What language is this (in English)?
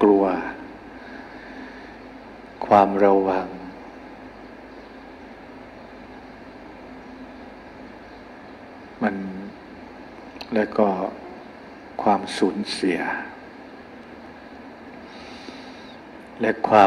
Thai